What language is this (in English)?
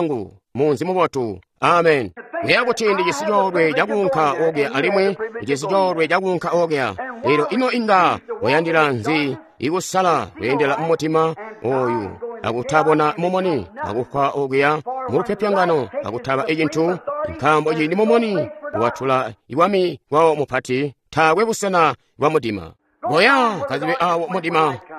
Tonga (Zambia)